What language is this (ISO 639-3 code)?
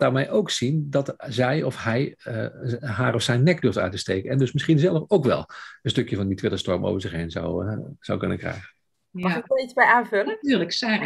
nld